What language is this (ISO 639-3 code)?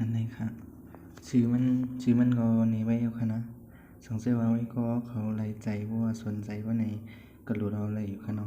shn